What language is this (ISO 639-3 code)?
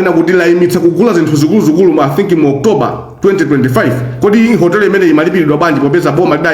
nya